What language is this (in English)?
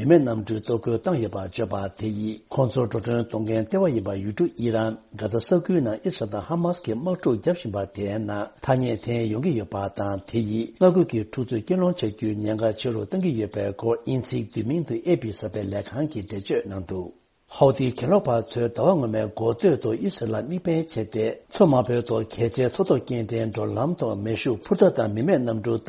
Tibetan